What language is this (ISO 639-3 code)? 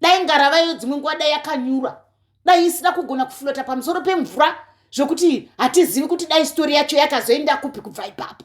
sna